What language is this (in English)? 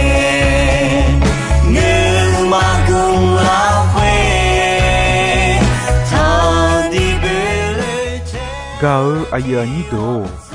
Akha